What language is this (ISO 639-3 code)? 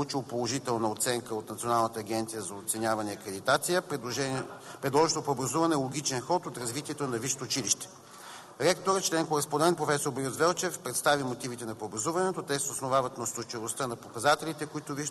bul